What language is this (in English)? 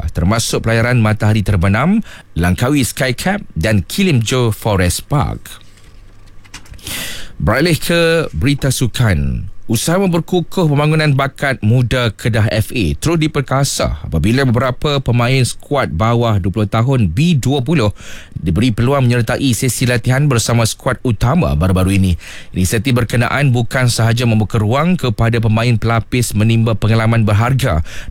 Malay